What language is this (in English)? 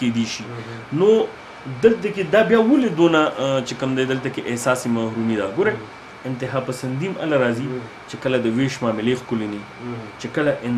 Pashto